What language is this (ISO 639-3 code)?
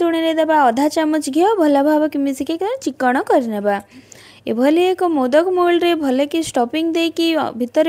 ori